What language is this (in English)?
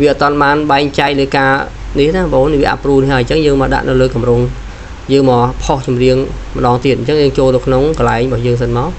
Khmer